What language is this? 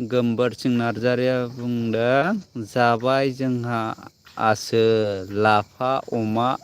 Bodo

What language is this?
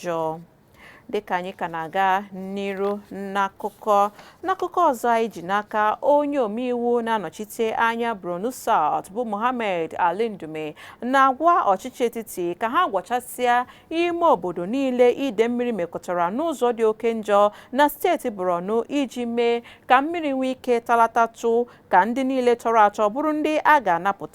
Igbo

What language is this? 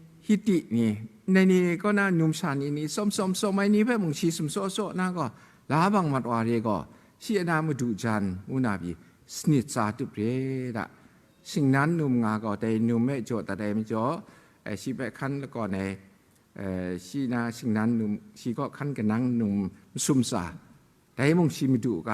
Kachin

